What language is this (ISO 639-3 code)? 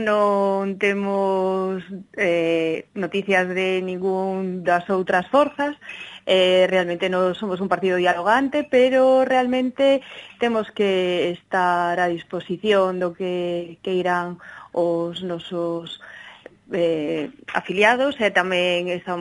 glg